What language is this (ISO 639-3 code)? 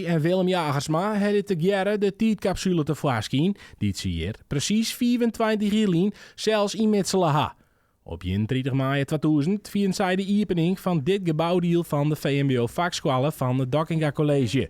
fry